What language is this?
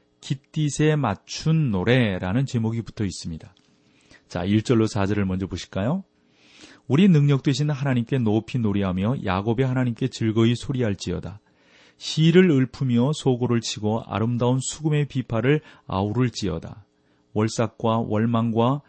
Korean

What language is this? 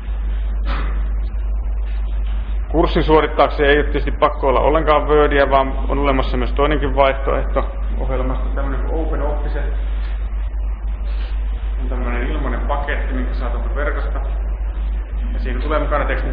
Finnish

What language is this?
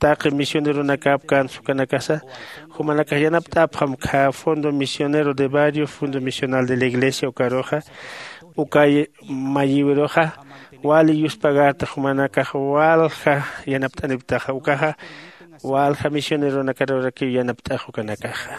Aymara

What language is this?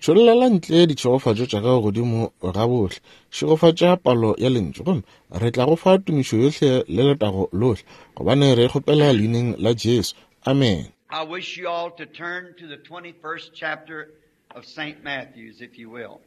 Northern Sotho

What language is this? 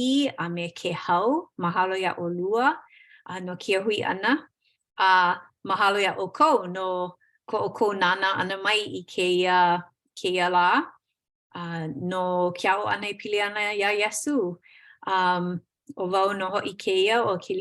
Hawaiian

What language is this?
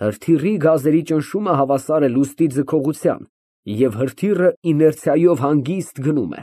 Armenian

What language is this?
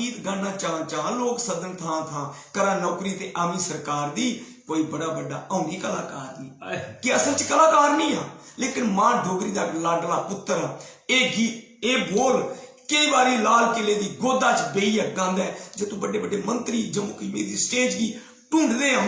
Dogri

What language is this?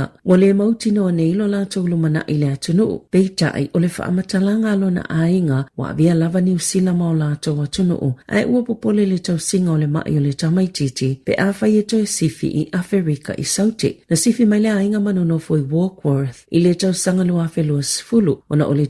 Samoan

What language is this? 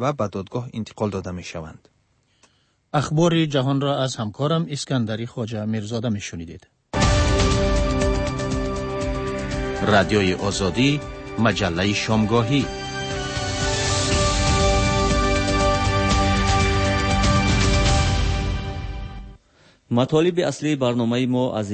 Persian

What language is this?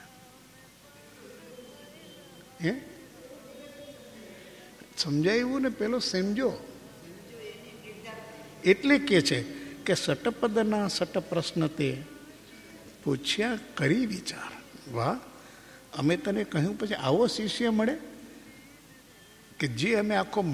Gujarati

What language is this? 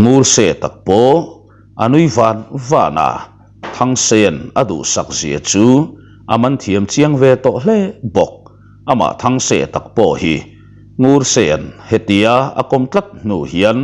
Mizo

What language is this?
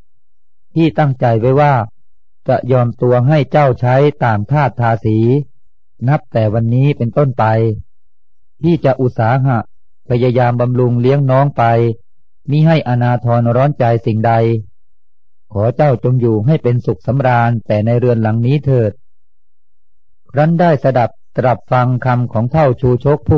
Thai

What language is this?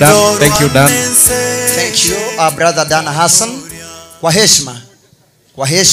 Gusii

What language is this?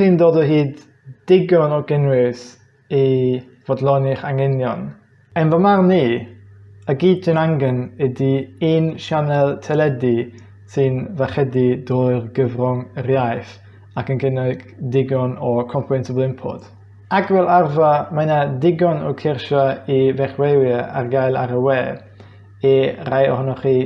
Welsh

